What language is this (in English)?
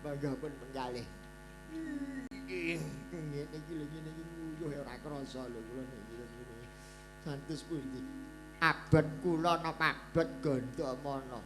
Javanese